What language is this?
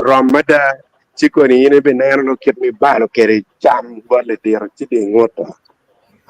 Acoli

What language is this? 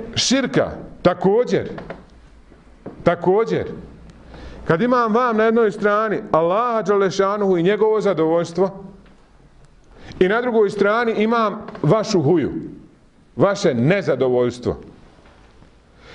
Bosnian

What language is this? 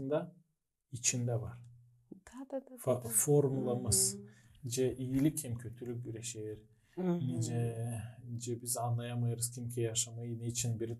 Gagauz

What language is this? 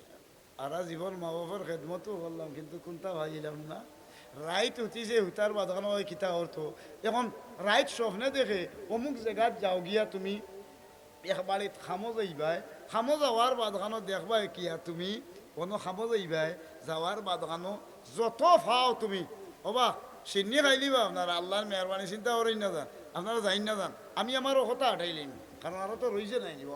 Sylheti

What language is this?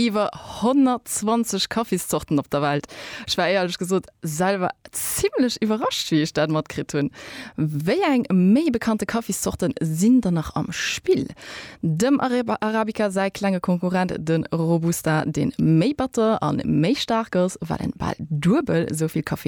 Luxembourgish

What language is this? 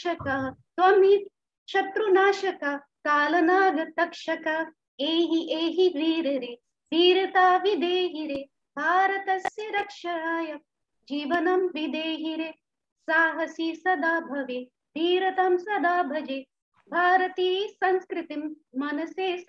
Sanskrit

